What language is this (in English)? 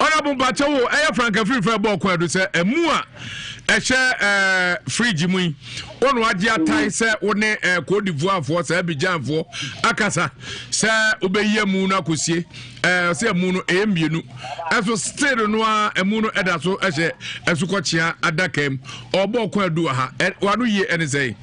Akan